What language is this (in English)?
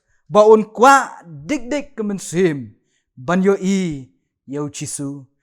Khasi